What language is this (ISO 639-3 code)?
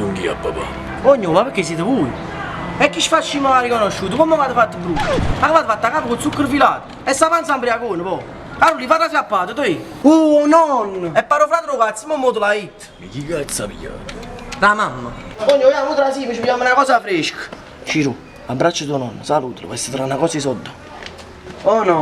nap